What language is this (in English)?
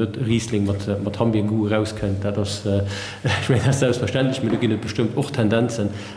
Luxembourgish